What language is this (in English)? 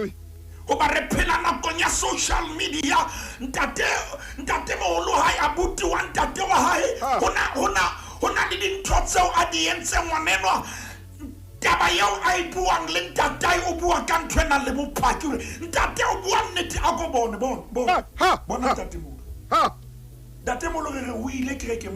Southern Sotho